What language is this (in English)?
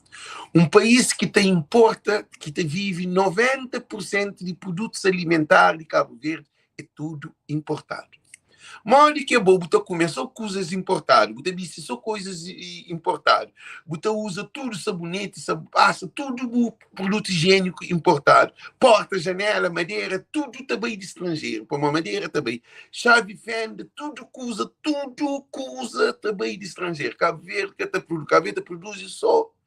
Kabuverdianu